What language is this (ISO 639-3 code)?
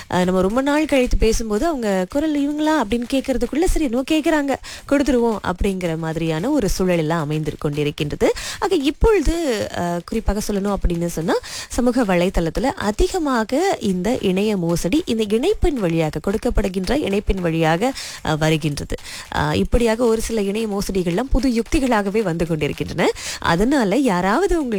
tam